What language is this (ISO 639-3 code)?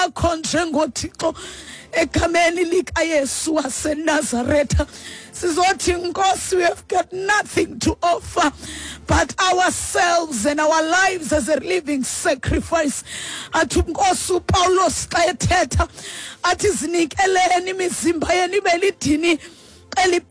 xho